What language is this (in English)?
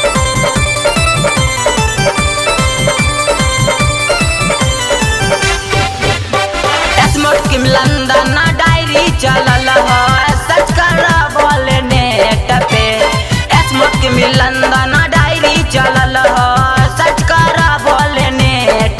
Bhojpuri